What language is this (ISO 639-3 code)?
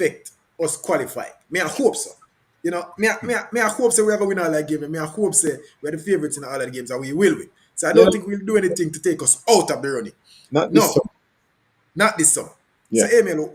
jam